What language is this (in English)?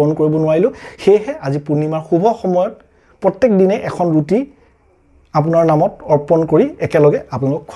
Assamese